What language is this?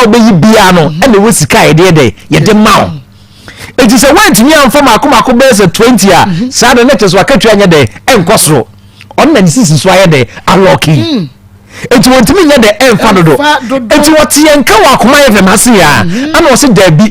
Akan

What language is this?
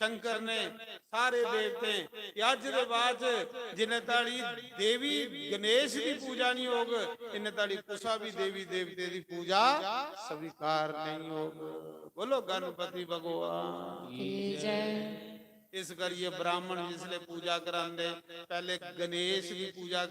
Dogri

